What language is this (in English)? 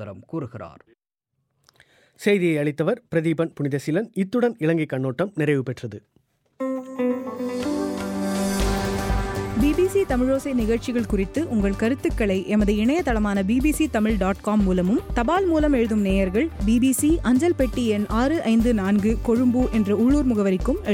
Tamil